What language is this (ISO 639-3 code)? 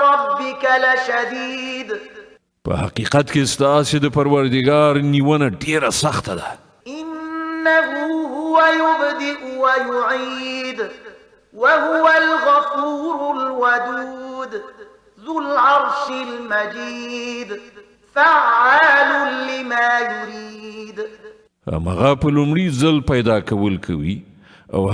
pus